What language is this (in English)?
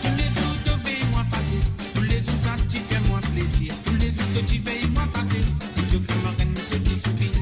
Morisyen